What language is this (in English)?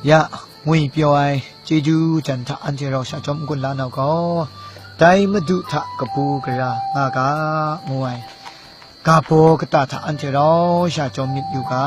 Kachin